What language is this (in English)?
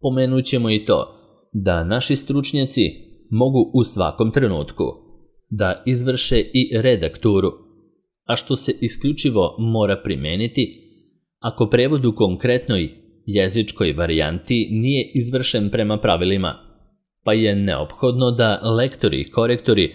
Serbian